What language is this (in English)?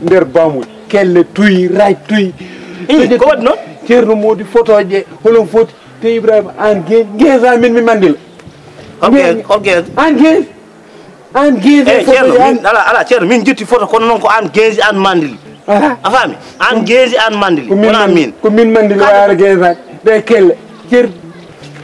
Fula